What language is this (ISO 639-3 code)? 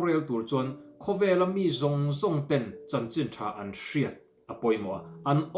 lus